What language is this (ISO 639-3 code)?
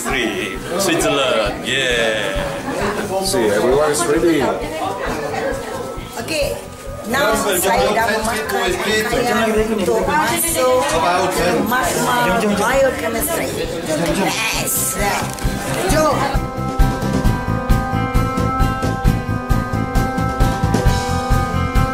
msa